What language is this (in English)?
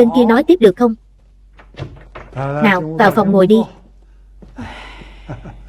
Vietnamese